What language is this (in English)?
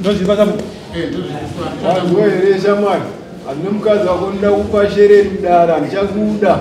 Shona